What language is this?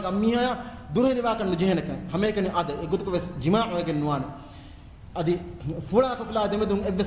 Divehi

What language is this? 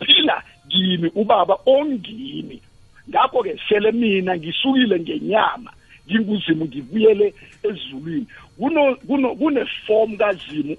South Ndebele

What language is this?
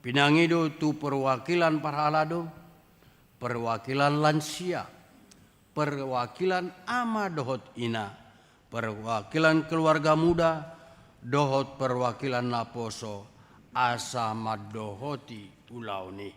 Batak Toba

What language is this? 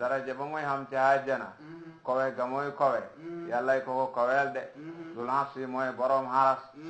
Wolof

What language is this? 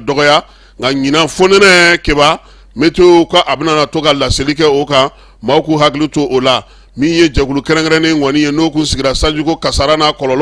Bambara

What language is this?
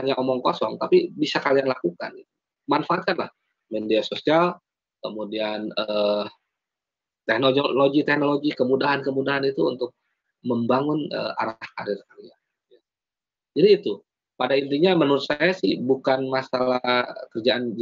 Indonesian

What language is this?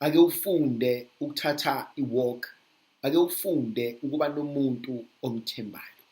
Zulu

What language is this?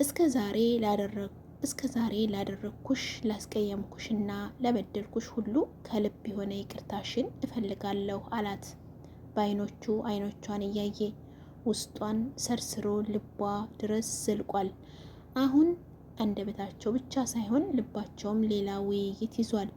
Amharic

